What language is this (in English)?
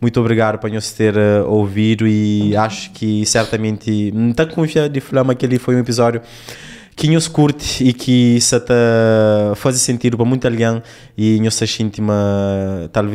Kabuverdianu